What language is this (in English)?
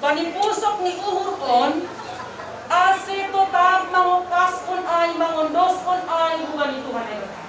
Batak Simalungun